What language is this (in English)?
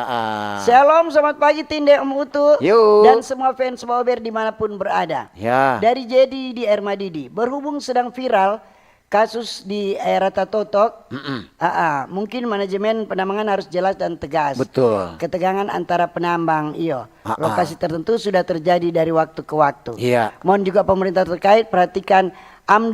Manado Malay